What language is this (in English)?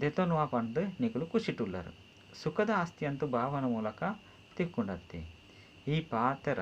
Tulu